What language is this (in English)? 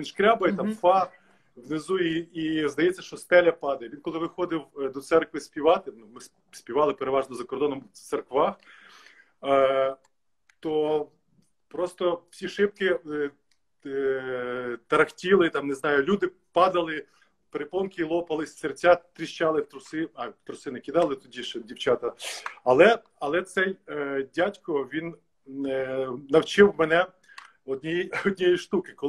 Ukrainian